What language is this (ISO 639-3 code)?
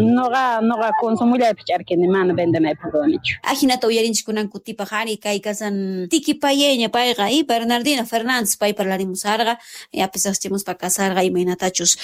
quh